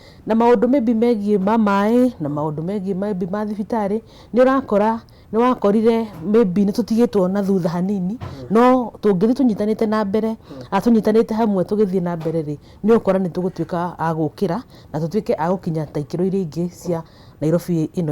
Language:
Kikuyu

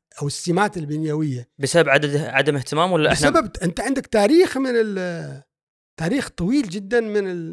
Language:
Gulf Arabic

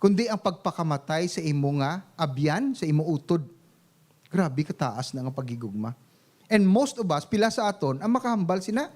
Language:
Hiligaynon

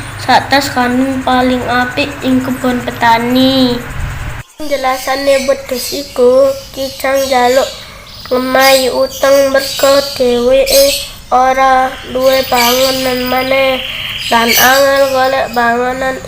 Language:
Javanese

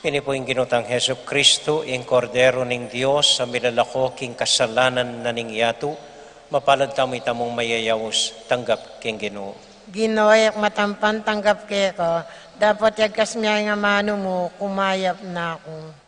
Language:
Pampanga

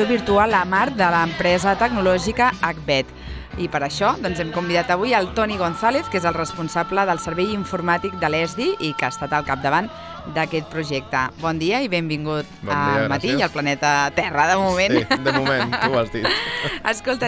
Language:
Catalan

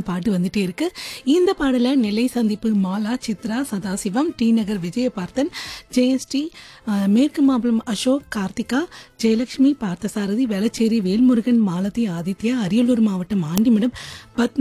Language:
Tamil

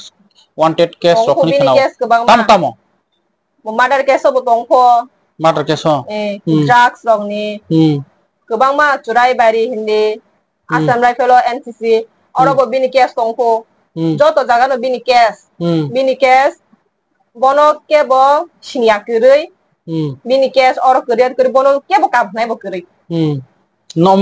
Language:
Kok Borok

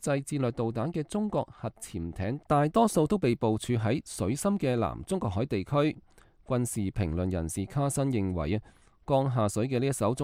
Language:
Cantonese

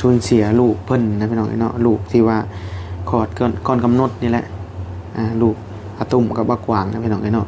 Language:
Northeastern Thai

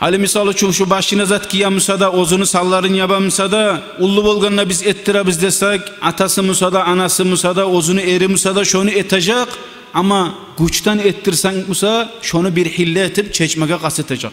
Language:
Kumyk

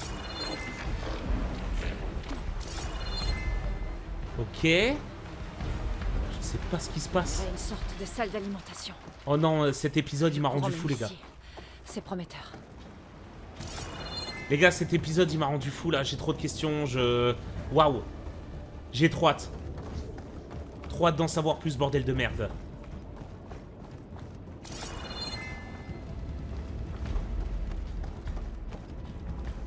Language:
French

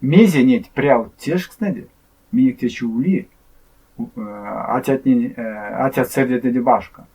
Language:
Erzya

